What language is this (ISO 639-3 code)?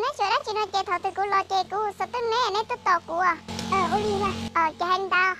hmn